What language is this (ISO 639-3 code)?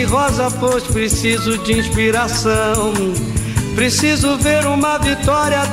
por